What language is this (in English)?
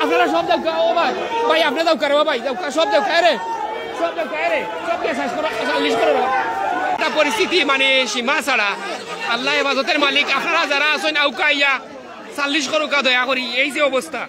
Sylheti